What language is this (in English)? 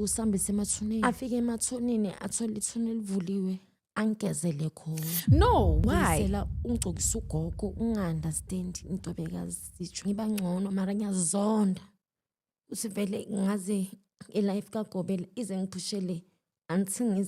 Zulu